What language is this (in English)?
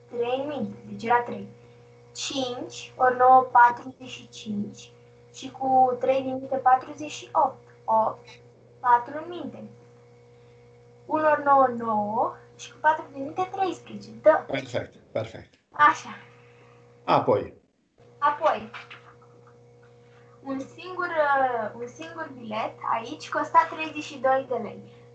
Romanian